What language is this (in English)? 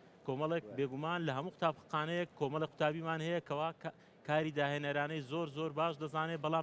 Central Kurdish